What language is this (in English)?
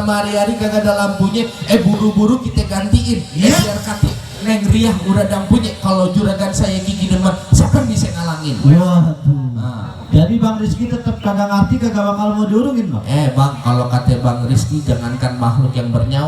Betawi